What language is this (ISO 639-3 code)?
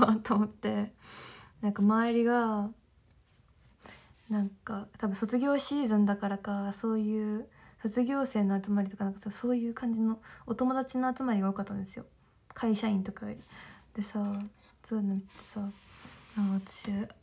jpn